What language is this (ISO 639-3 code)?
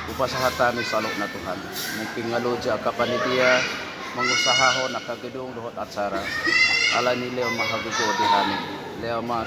bbc